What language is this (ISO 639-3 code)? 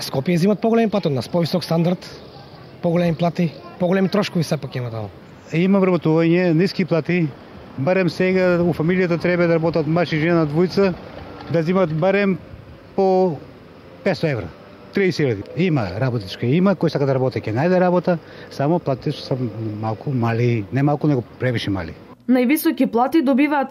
mkd